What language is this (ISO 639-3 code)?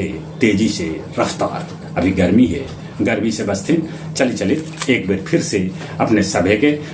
mag